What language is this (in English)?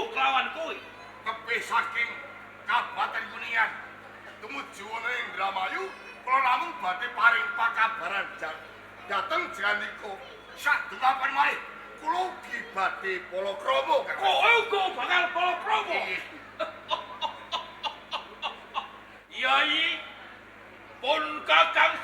Javanese